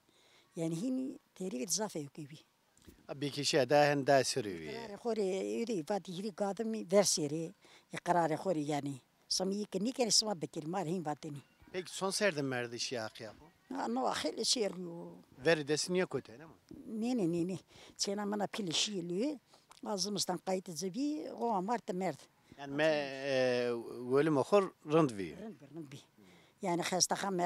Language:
Zaza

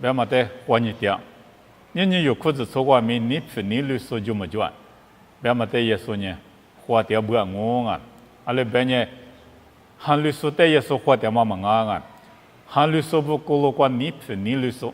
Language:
Lisu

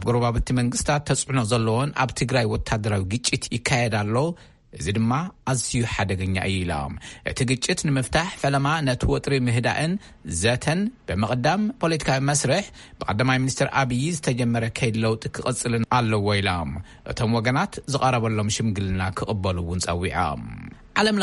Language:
Tigrinya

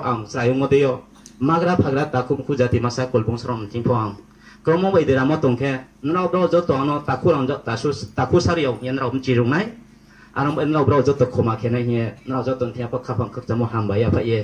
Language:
Riang (India)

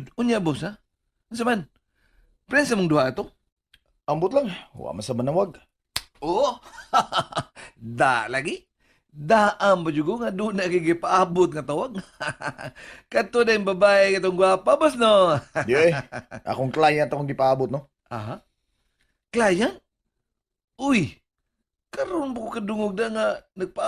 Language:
Cebuano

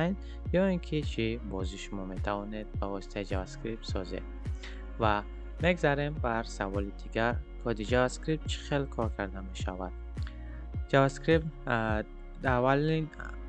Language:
Tajik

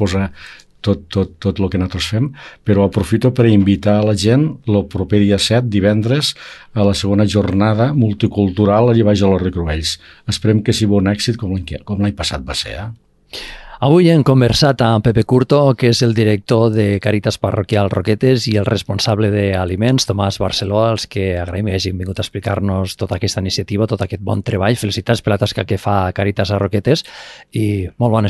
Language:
Catalan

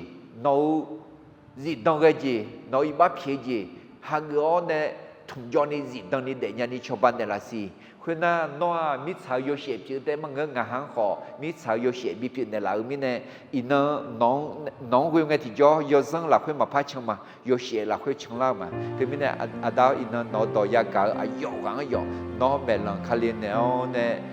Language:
Akha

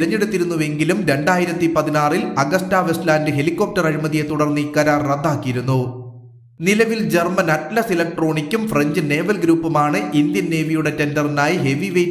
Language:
Malayalam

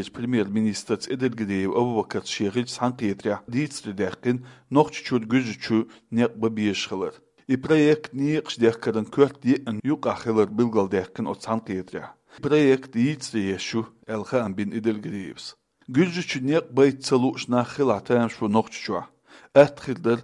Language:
Chechen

